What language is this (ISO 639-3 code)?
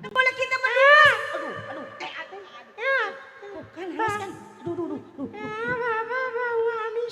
bew